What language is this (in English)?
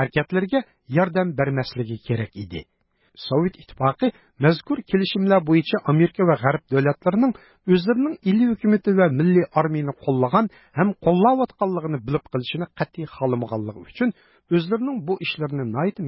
Uyghur